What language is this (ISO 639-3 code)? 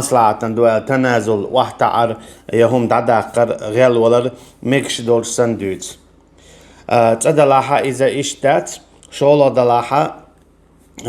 che